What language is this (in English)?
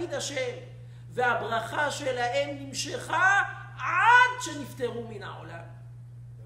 Hebrew